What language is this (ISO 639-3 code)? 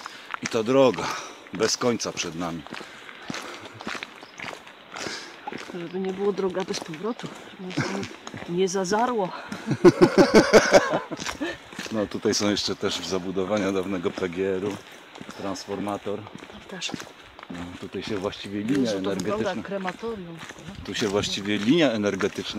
pol